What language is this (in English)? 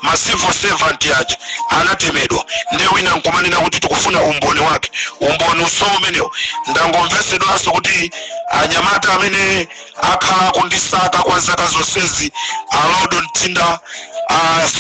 Nyanja